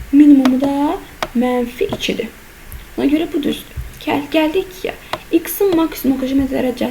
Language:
Azerbaijani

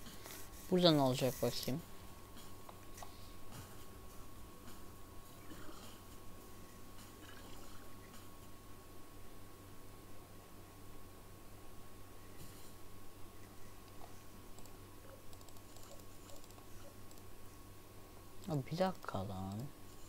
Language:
Turkish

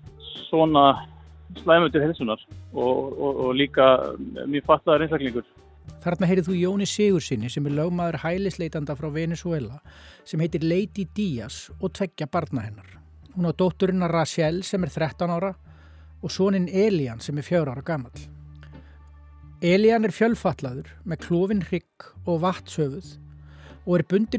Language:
Icelandic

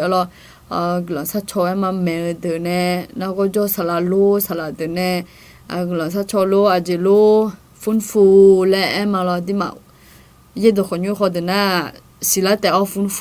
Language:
Akha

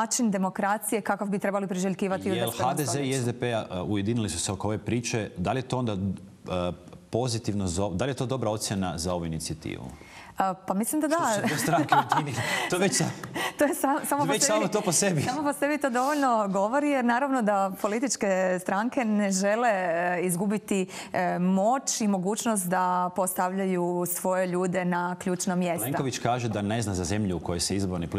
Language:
Croatian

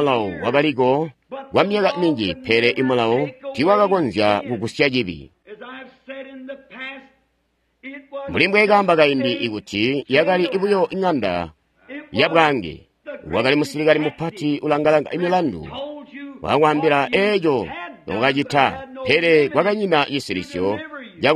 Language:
Tonga (Zambia)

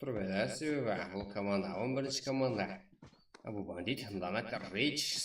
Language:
Kara-Kalpak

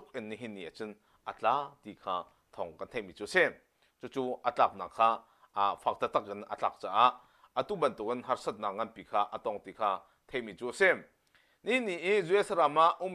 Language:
Hakha Chin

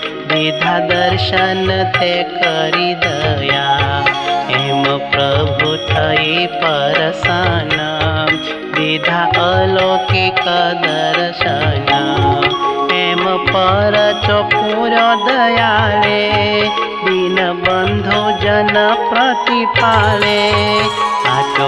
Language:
Gujarati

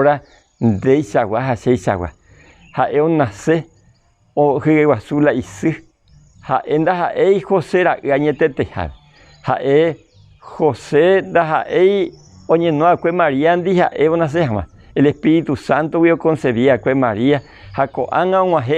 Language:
Guarani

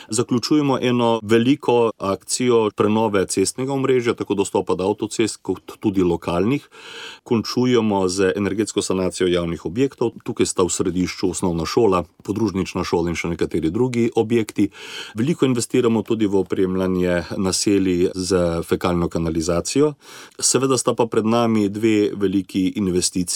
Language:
Slovenian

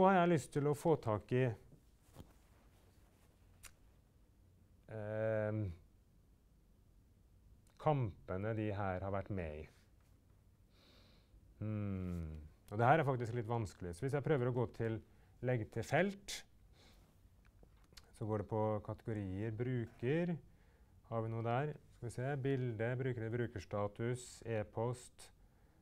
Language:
Norwegian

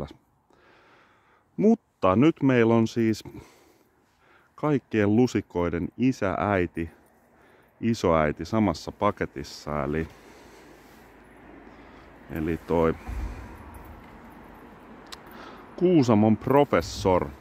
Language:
Finnish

